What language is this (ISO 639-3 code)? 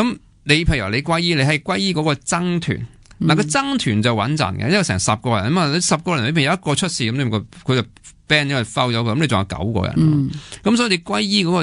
yue